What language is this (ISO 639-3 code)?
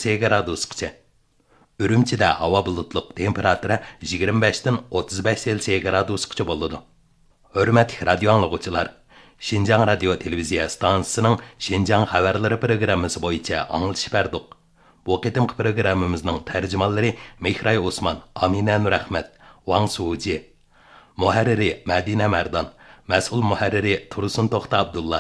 uig